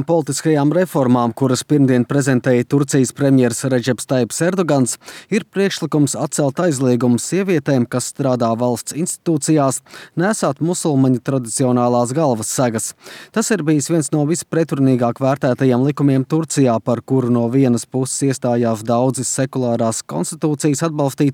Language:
Latvian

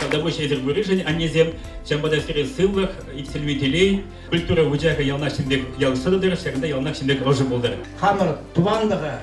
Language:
Chuvash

